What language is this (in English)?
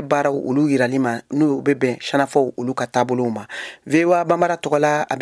Bambara